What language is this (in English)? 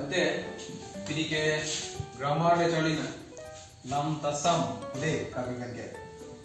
Karbi